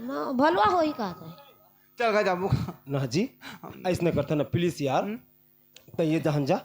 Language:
Chhattisgarhi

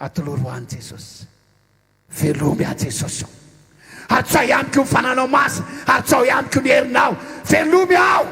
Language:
Malagasy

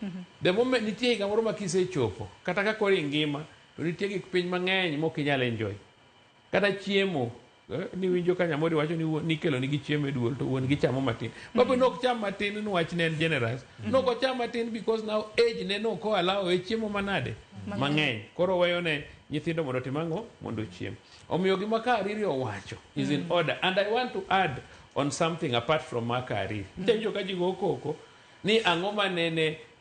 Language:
Luo (Kenya and Tanzania)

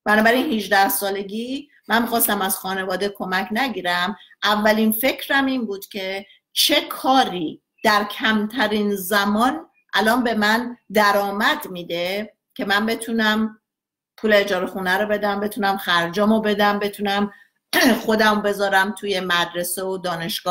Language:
Persian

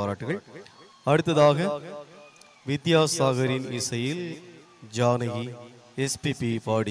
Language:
Tamil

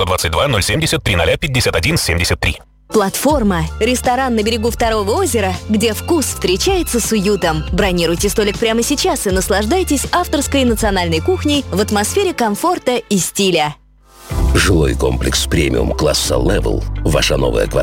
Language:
Russian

